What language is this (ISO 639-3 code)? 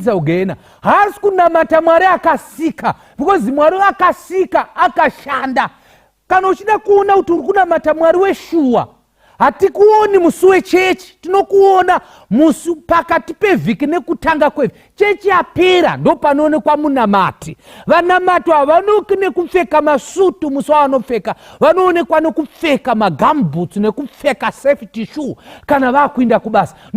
sna